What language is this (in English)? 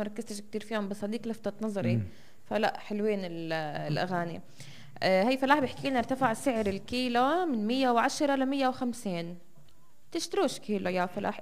North Levantine Arabic